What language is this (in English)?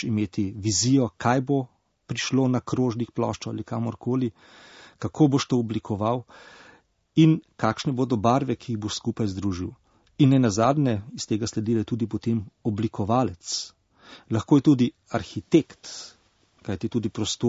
Slovenian